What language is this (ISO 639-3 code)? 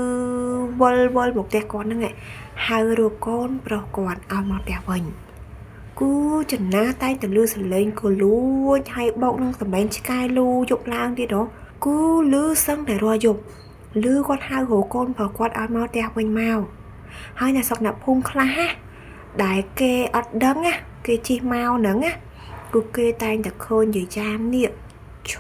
khm